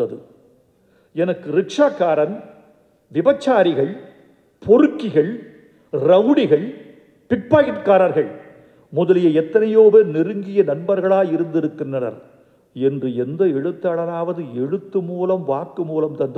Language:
Tamil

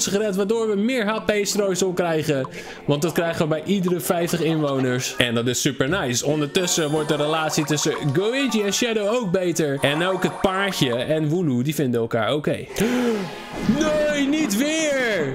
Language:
Dutch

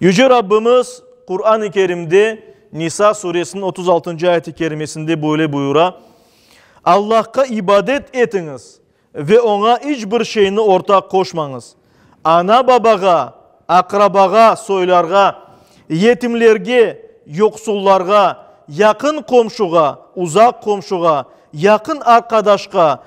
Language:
Crimean Tatar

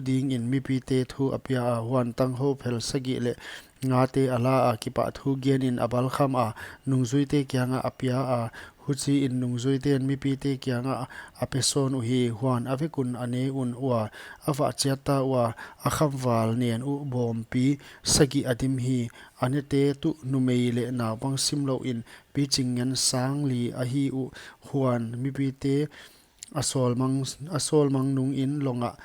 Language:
Paite Chin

